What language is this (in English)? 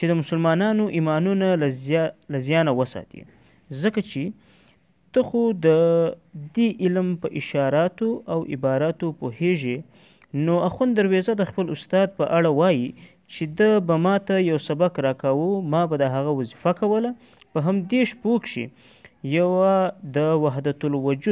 Pashto